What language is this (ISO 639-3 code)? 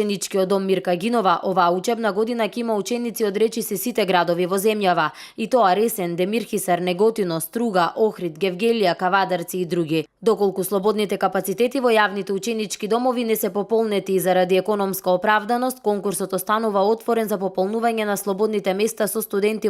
mkd